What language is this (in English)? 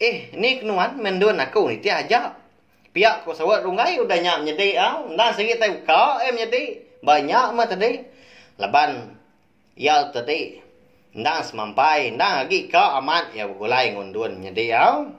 Iban